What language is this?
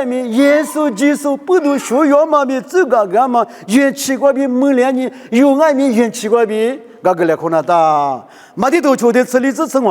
Lisu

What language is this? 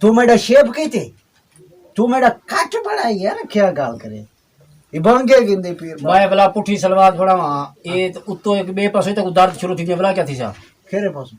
Saraiki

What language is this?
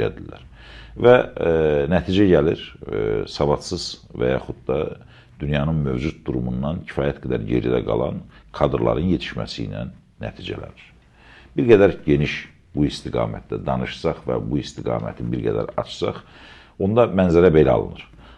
Azerbaijani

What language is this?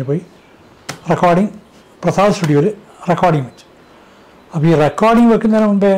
Malayalam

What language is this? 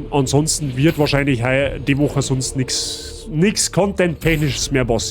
Bavarian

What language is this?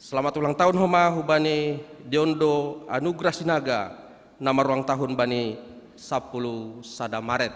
Batak Simalungun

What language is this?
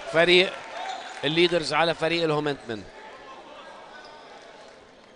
North Levantine Arabic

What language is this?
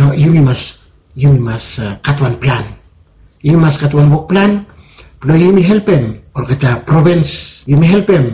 Bislama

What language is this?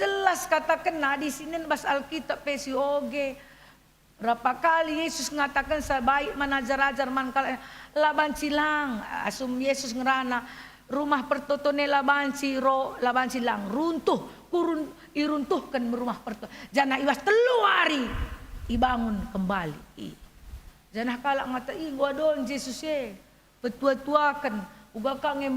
Batak Karo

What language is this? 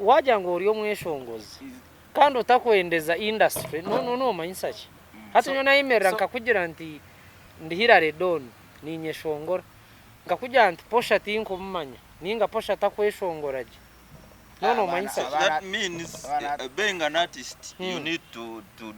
Nyankole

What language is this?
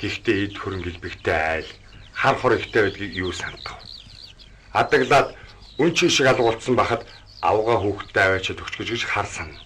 Mongolian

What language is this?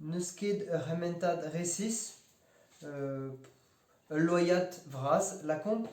Breton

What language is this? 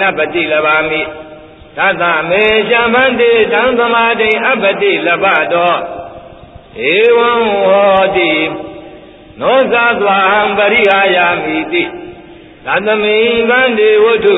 Burmese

